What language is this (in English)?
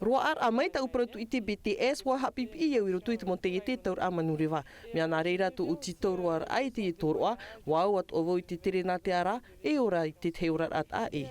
Tahitian